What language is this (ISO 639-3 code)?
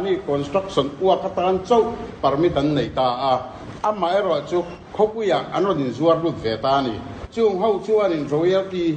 lus